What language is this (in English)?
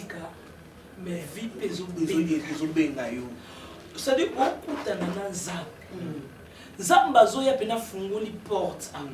Lingala